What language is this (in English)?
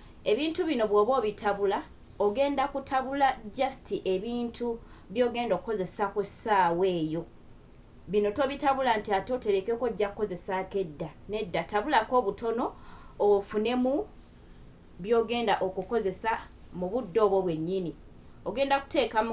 Ganda